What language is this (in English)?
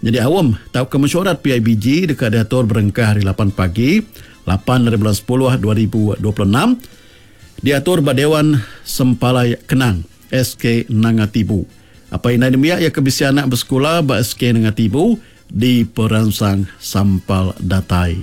Iban